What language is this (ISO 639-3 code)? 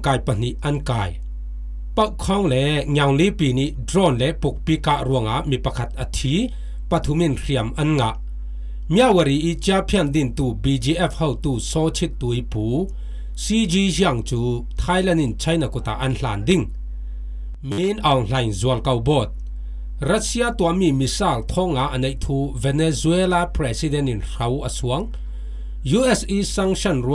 cfm